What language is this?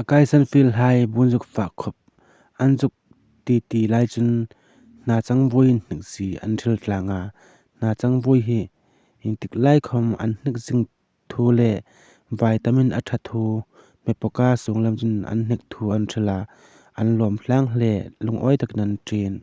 Hmar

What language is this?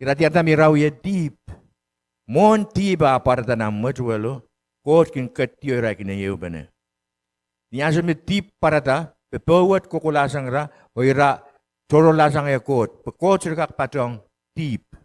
Pohnpeian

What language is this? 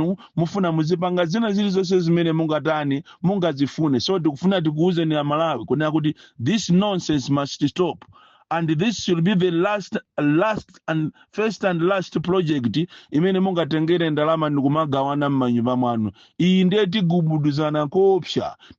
Nyanja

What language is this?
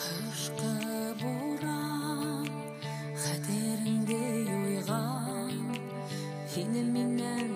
Bashkir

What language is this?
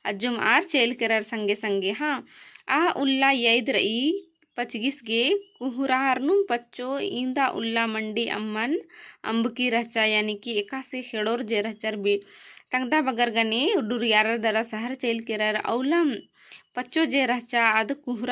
Kurukh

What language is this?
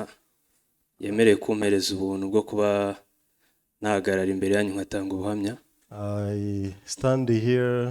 Kinyarwanda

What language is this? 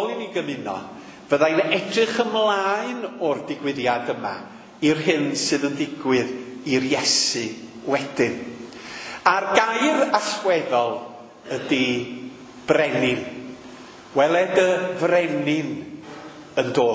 Welsh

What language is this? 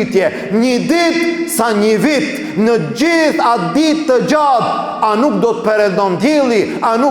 Albanian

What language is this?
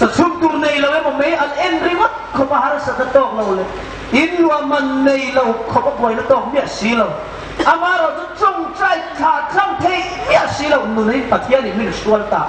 Hmar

